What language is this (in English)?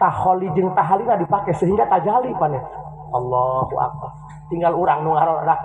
Sundanese